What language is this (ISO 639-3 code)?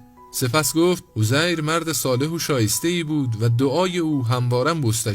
fas